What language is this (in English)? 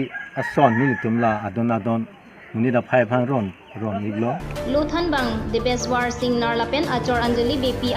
Karbi